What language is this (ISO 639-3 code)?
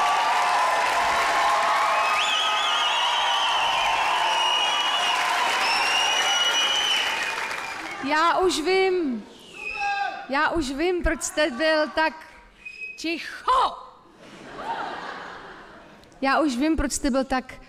ces